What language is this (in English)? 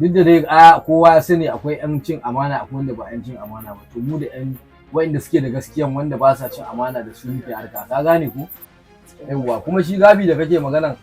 Hausa